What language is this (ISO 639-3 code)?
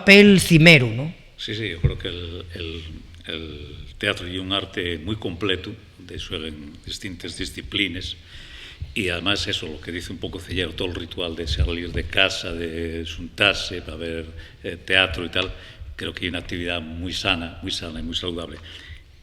ast